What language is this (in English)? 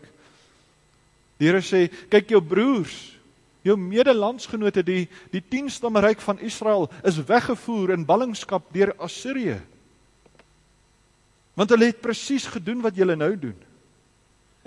Afrikaans